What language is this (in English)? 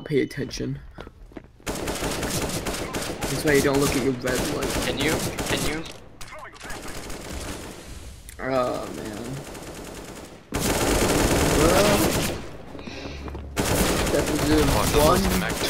English